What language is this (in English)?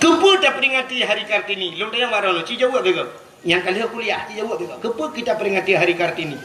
Achinese